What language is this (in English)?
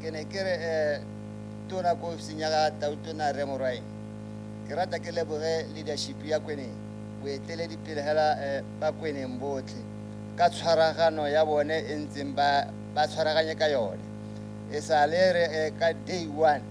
Tswana